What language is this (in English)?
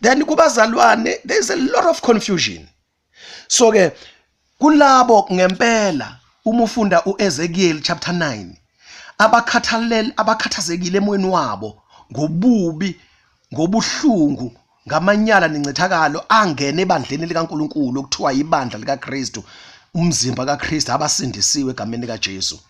Zulu